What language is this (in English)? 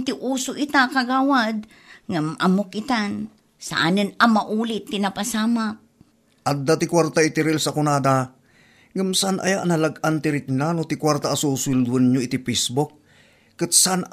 Iloko